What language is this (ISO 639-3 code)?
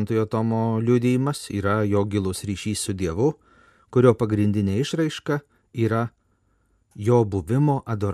lit